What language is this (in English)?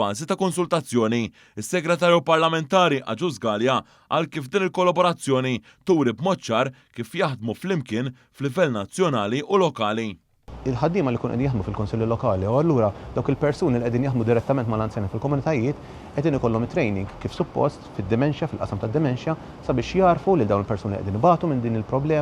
Maltese